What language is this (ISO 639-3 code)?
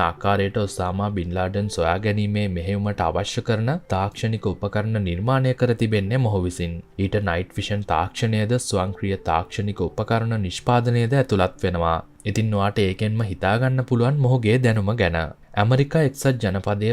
sin